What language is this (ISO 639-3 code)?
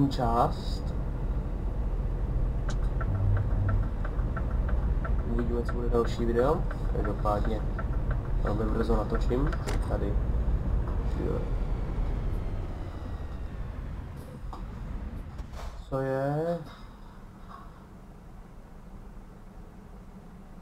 ces